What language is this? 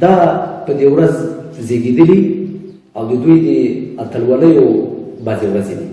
Pashto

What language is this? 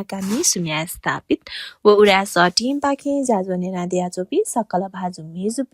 Newari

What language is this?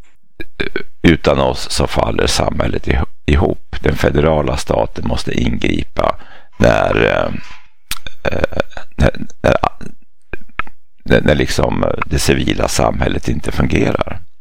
Swedish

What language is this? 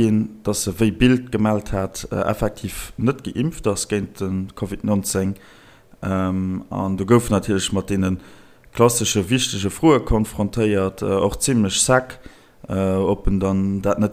Luxembourgish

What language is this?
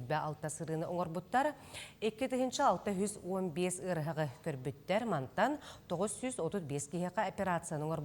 Yakut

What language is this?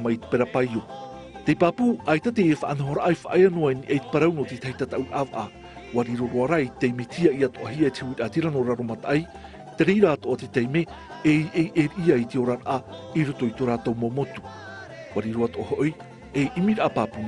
Tahitian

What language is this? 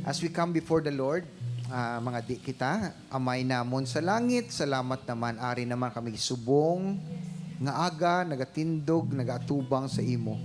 Hiligaynon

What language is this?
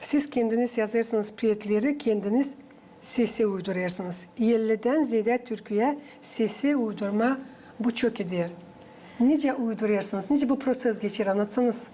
Gagauz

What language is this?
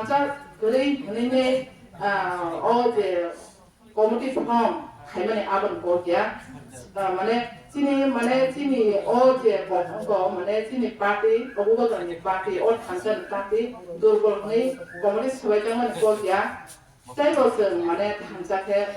Kok Borok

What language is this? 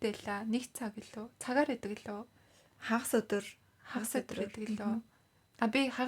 Mongolian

